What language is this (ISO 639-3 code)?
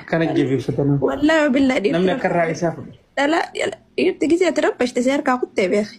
orm